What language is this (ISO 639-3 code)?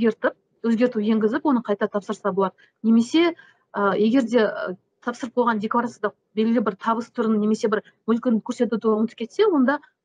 kaz